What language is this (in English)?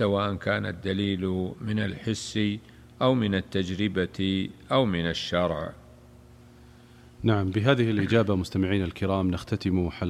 Arabic